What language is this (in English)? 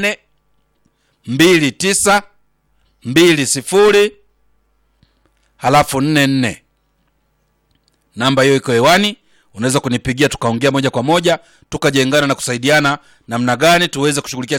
Swahili